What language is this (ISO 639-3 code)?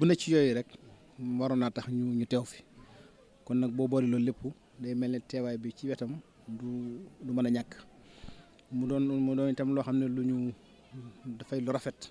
wol